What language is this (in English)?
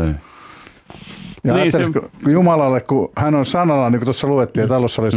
Finnish